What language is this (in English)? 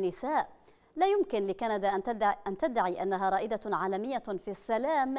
Arabic